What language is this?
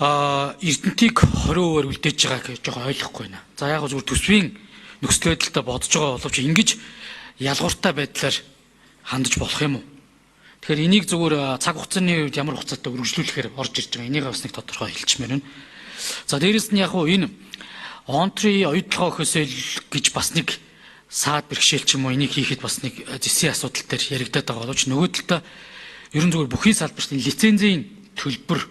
Mongolian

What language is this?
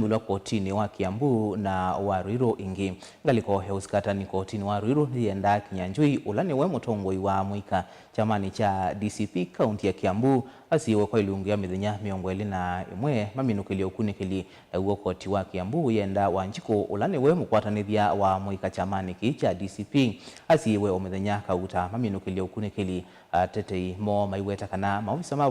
Kamba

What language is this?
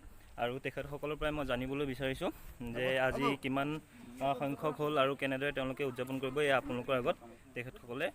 Assamese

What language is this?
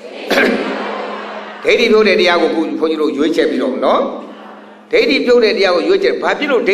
Burmese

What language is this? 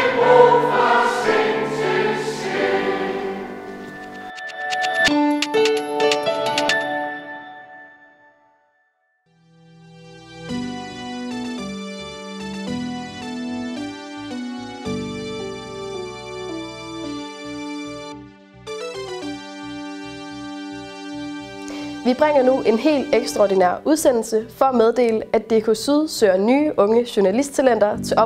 Danish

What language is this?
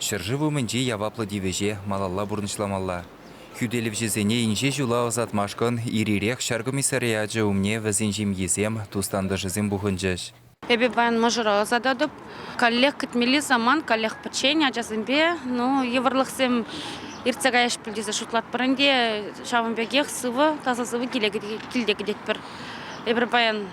Chuvash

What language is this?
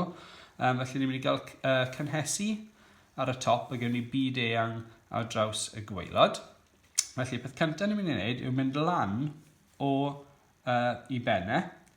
Welsh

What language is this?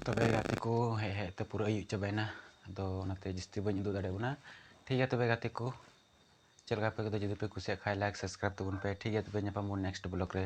Santali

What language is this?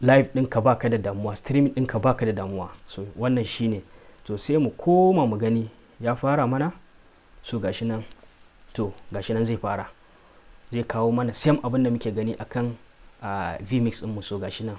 Hausa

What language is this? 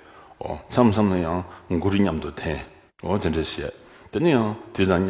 Tibetan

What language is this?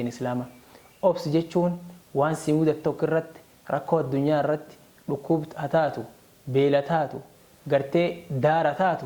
Oromo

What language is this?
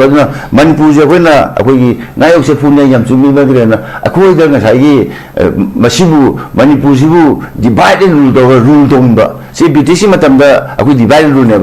Manipuri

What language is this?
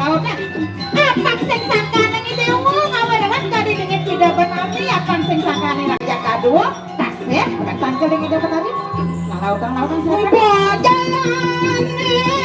Balinese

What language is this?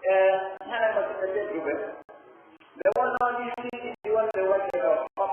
Pular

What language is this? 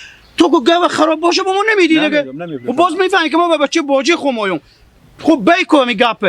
Hazaragi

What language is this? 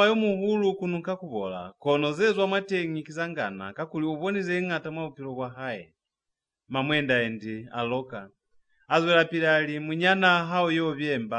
Lozi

